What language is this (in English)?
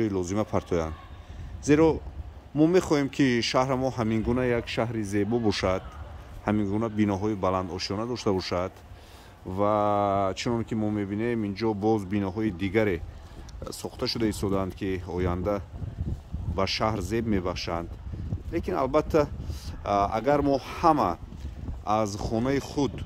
Tajik